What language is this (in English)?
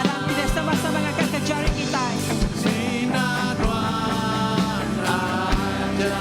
Iban